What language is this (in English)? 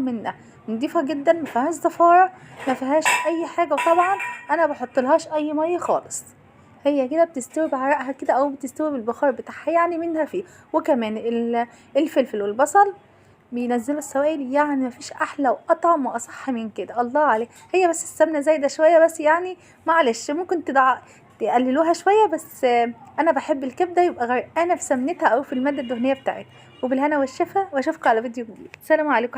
Egyptian Arabic